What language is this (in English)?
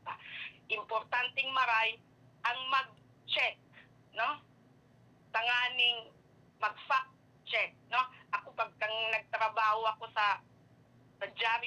Bikol